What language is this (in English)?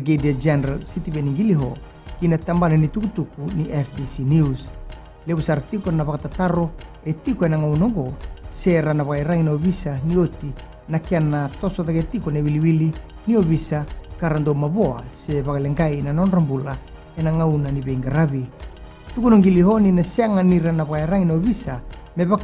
Fijian